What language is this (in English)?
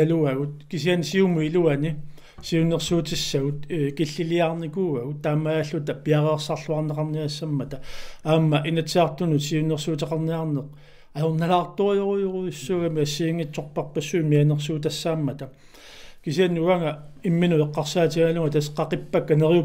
Kalaallisut